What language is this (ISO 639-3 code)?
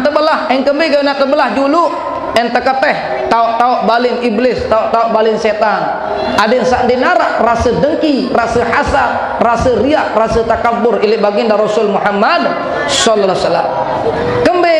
sas